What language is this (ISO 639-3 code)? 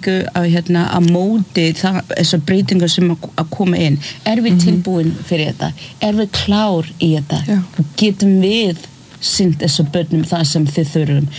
isl